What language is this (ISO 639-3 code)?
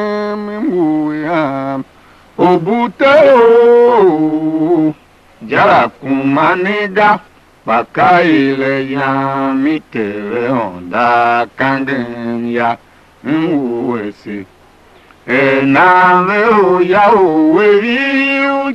tiv